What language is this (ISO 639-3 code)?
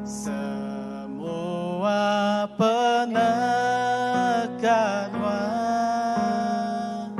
iba